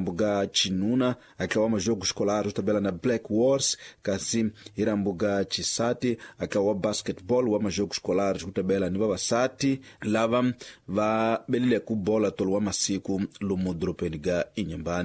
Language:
Tsonga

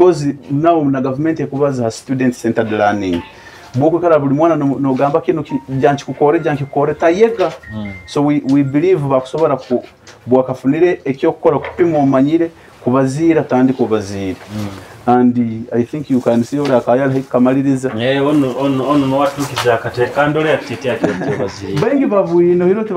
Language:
Nyoro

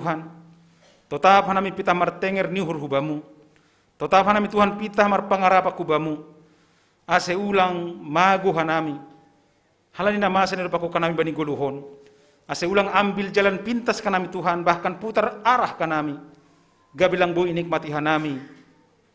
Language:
Batak Simalungun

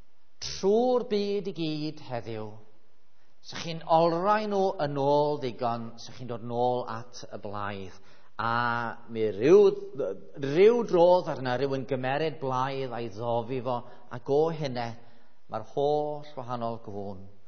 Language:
Welsh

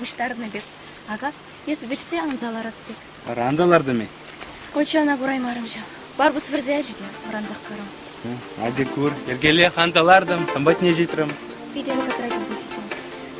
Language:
Chuvash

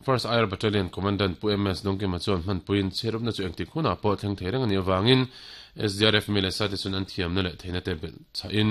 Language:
Mizo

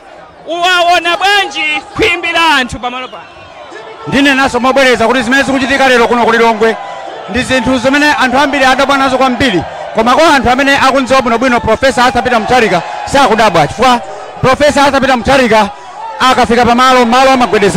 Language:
Nyanja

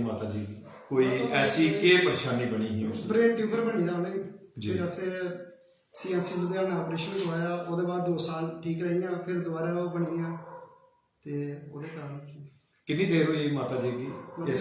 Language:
Dogri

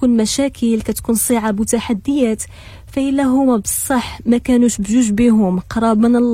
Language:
Moroccan Arabic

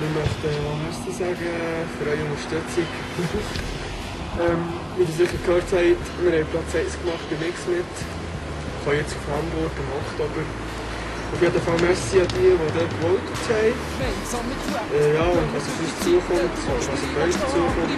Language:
Swiss German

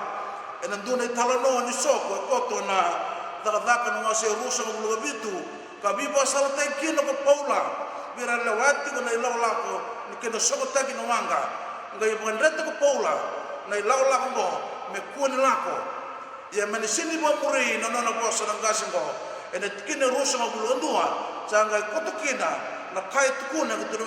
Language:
Fijian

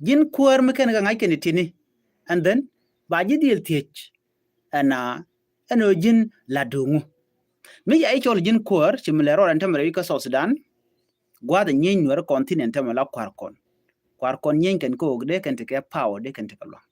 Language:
Nuer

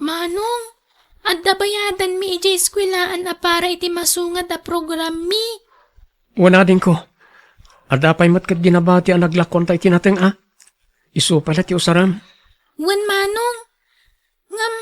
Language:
Iloko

